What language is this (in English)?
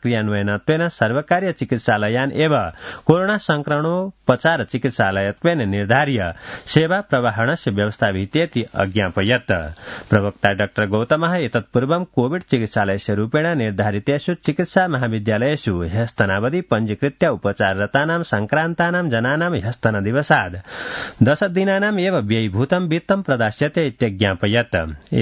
Sanskrit